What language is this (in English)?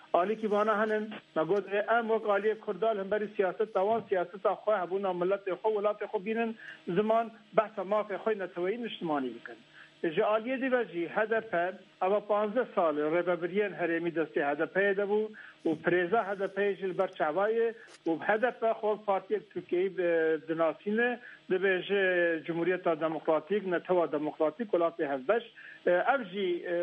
Kurdish